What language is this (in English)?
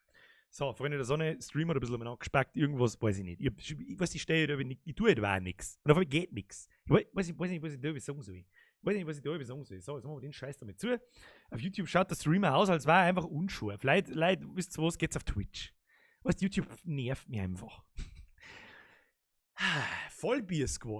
Bavarian